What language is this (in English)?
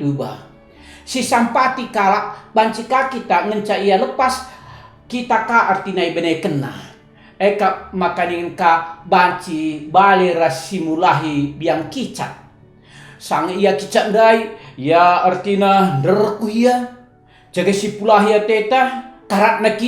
Batak Karo